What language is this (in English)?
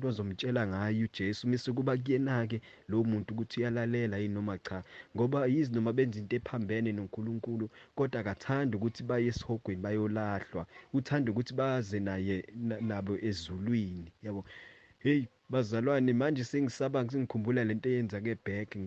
Zulu